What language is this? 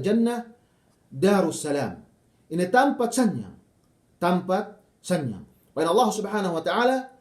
Yakan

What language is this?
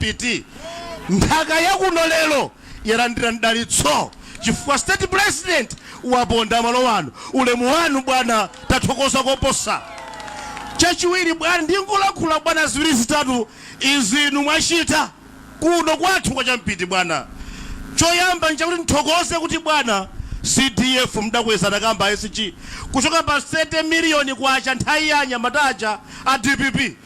Nyanja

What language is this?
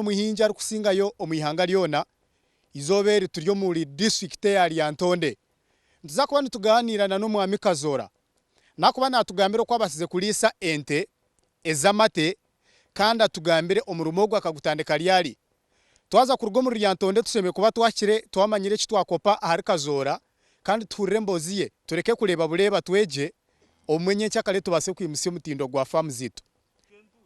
Nyankole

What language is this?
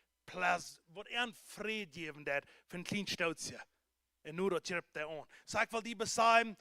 Plautdietsch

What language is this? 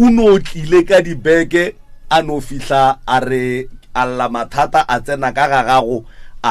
Northern Sotho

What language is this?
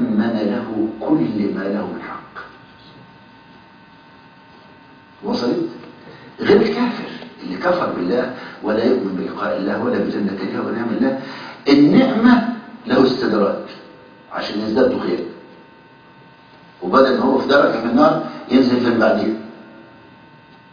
Arabic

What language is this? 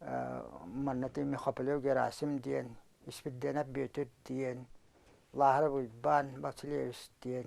Yakut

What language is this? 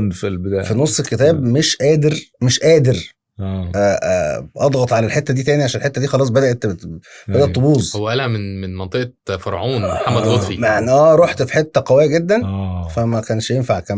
Egyptian Arabic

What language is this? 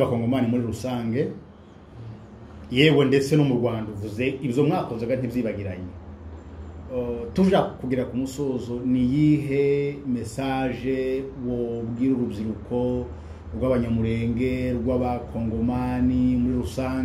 Kinyarwanda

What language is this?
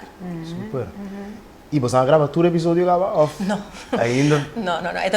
Papiamento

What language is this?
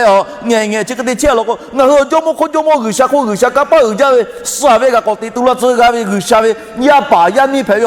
Lahu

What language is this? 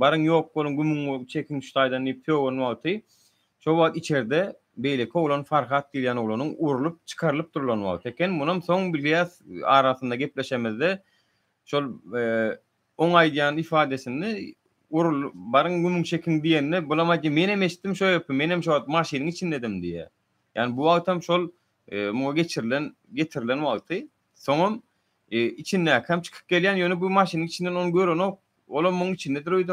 Turkmen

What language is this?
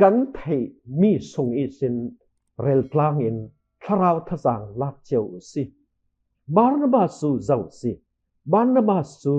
Falam Chin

